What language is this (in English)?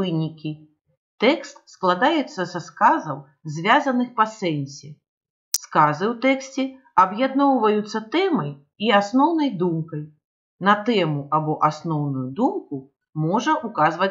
Belarusian